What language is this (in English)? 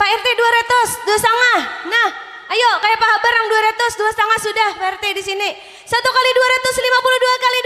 Banjar